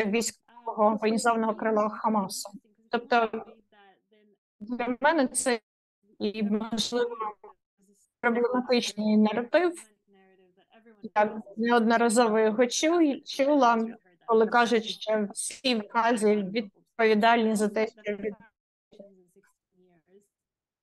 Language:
Ukrainian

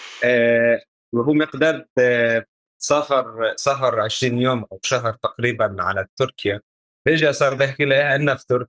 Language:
North Levantine Arabic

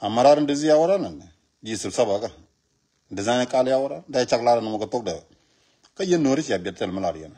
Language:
Nuer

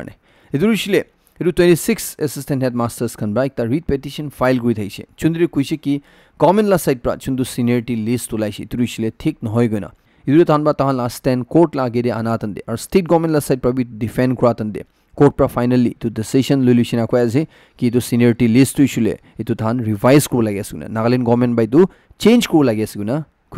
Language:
Naga Pidgin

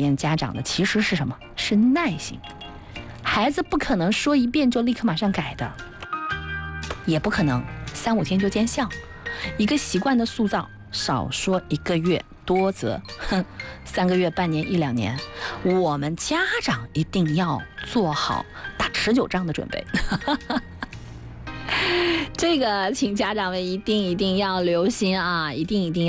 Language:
Chinese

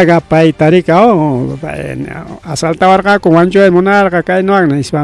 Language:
Ayacucho Quechua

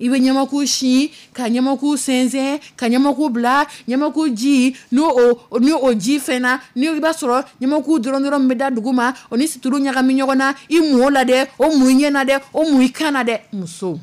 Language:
Dyula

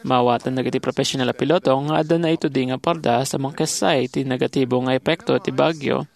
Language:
Iloko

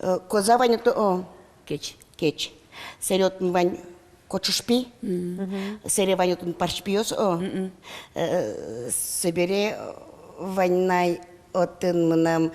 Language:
Udmurt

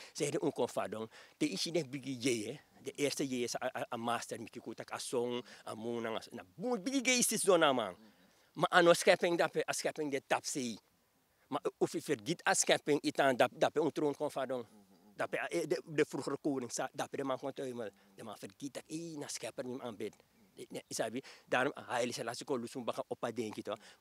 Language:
Sranan Tongo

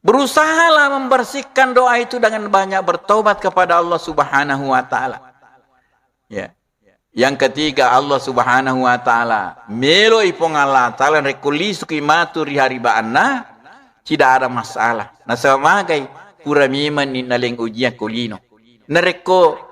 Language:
Buginese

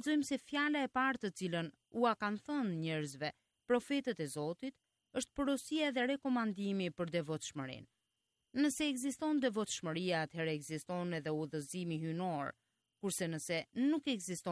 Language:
Albanian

